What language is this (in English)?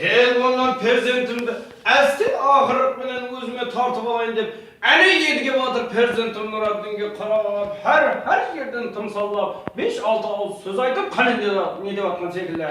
Kara-Kalpak